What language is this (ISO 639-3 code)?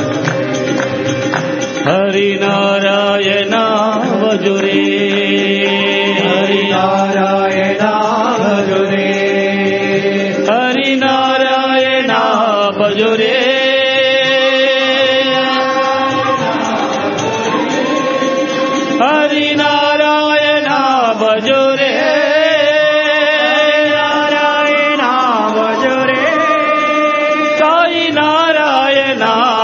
tel